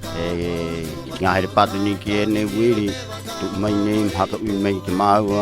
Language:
Rapanui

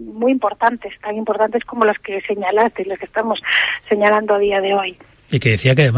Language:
Spanish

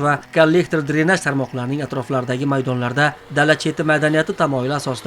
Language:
Uzbek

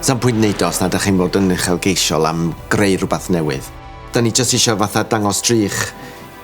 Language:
Welsh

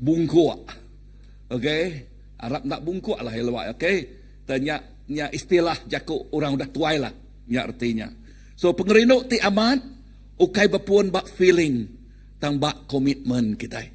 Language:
Iban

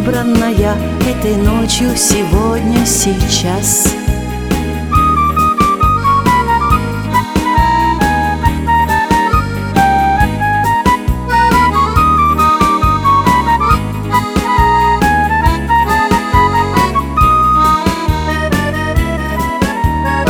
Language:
Russian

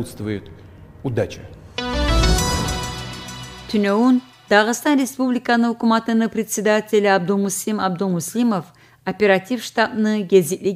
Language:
Kumyk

